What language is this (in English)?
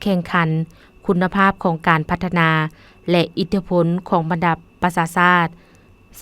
Lao